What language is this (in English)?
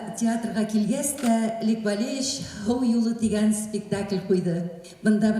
Bashkir